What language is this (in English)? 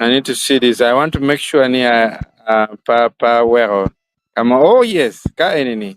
Acoli